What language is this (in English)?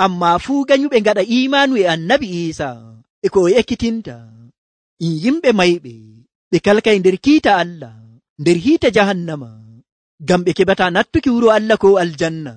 Nigerian Fulfulde